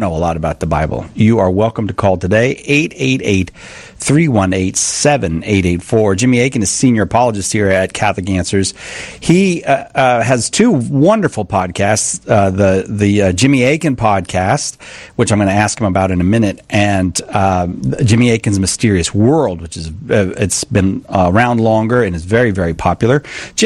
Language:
English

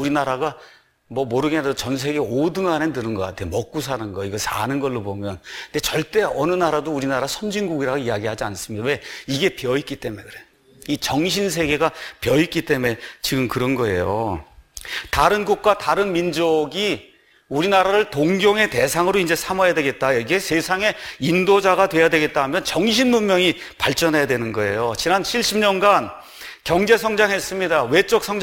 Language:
Korean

